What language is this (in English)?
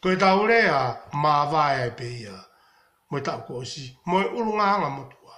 Tongan